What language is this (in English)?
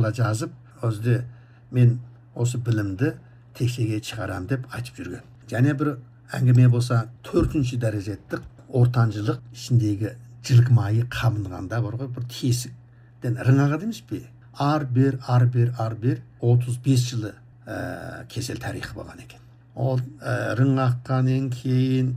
Kazakh